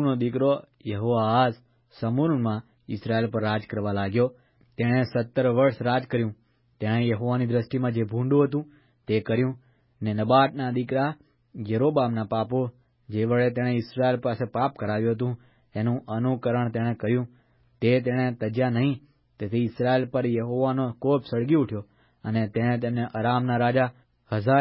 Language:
Gujarati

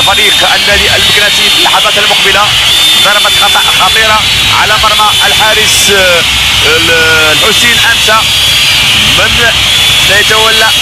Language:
Arabic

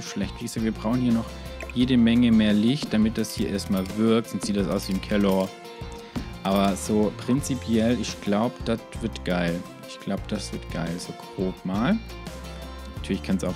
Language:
German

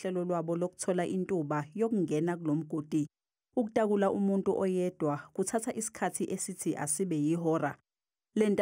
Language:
Zulu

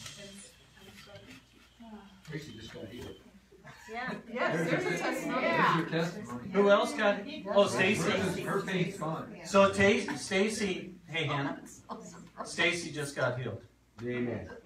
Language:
English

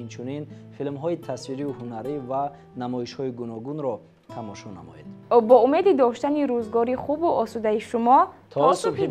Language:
Tajik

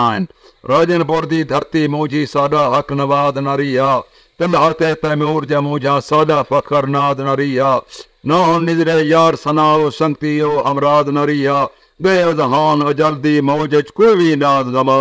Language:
Saraiki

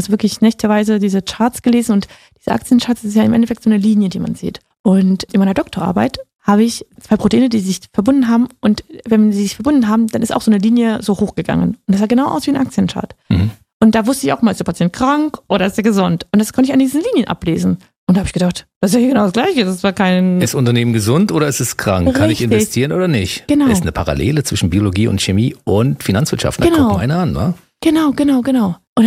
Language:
German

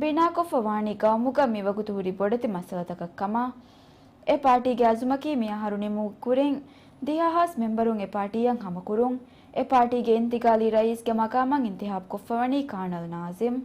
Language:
Divehi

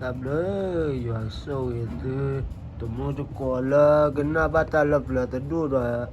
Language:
S'gaw Karen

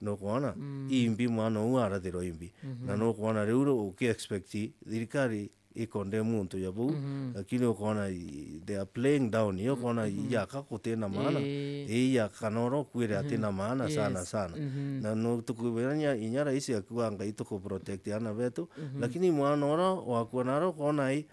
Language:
Meru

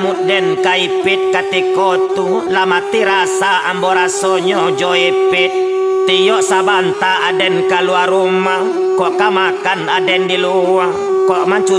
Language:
Minangkabau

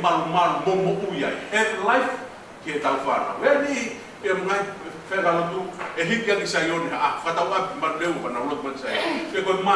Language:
Tongan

